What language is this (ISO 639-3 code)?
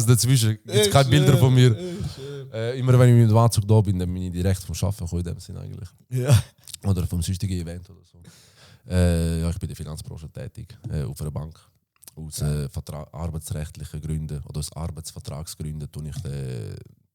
gsw